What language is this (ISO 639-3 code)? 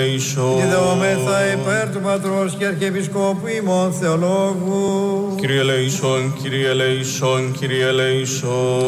ell